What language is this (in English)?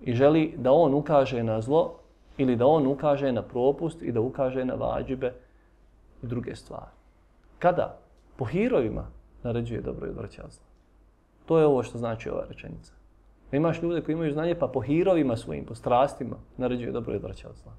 Bosnian